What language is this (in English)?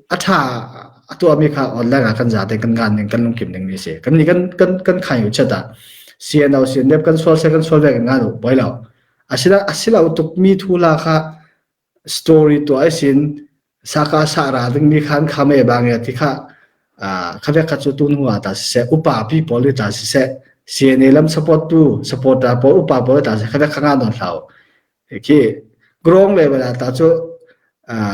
Falam Chin